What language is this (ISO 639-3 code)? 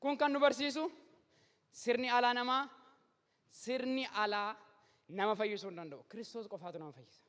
orm